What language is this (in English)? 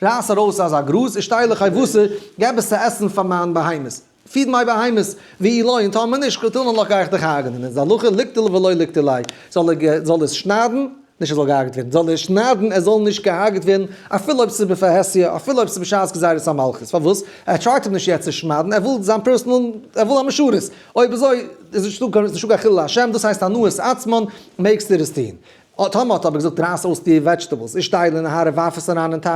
Yiddish